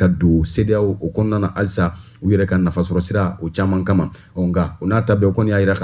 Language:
Bambara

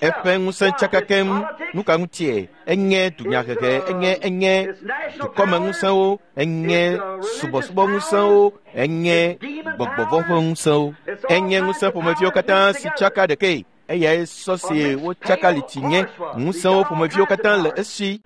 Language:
Ewe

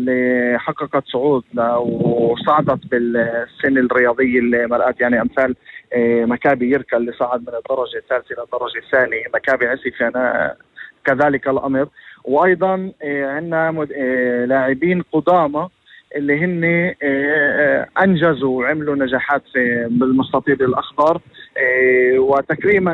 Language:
North Levantine Arabic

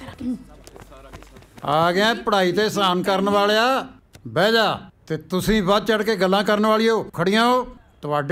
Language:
Punjabi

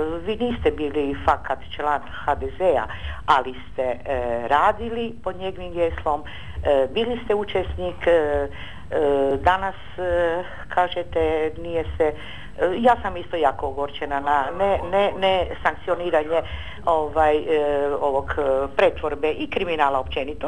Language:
Croatian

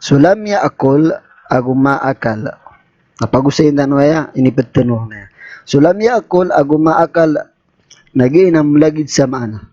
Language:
Maranao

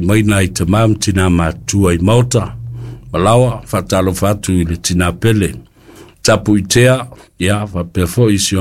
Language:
Samoan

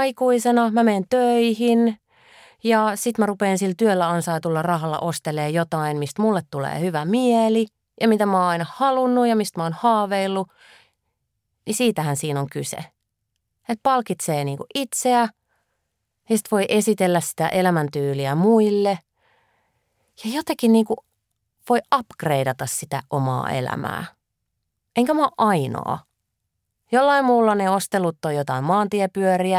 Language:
Finnish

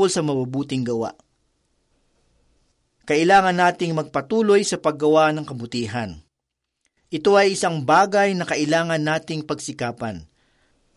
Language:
Filipino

